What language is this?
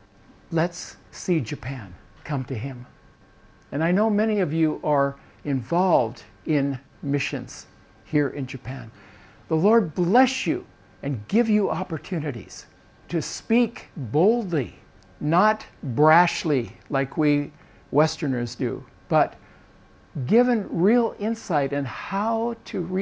English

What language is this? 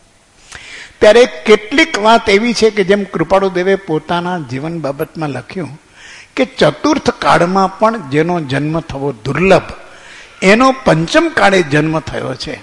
Gujarati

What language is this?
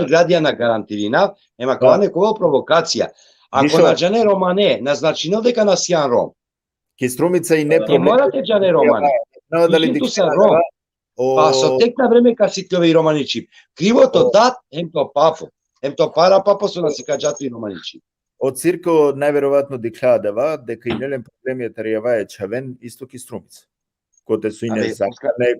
Balkan Romani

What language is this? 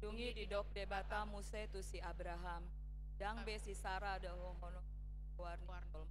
Batak Toba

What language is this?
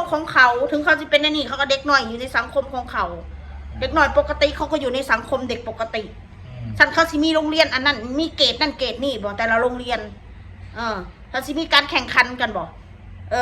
Northeastern Thai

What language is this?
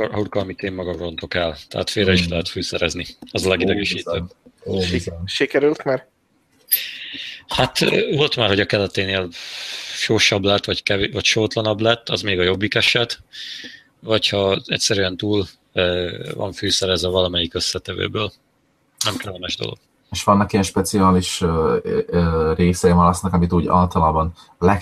Hungarian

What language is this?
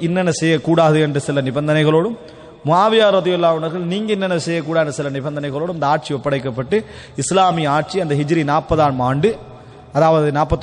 Tamil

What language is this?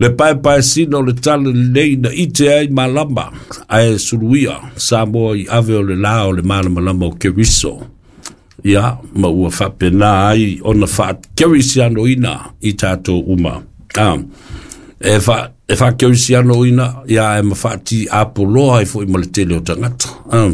Samoan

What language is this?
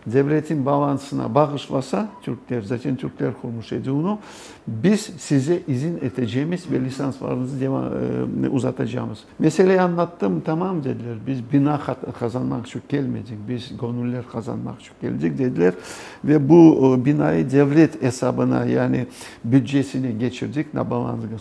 Crimean Tatar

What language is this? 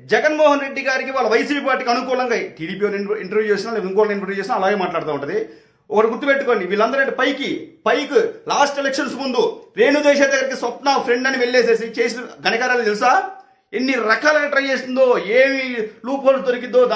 Telugu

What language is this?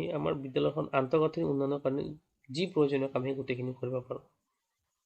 Assamese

